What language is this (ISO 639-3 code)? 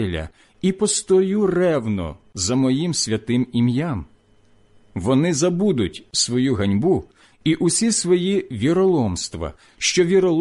ukr